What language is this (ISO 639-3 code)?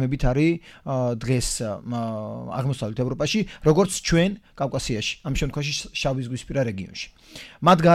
kat